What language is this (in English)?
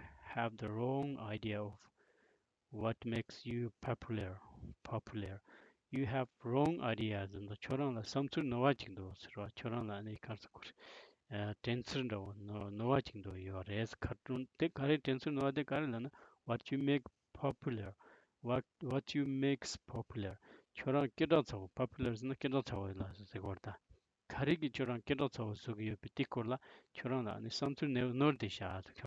Tibetan